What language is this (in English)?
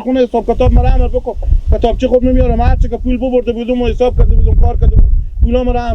Hazaragi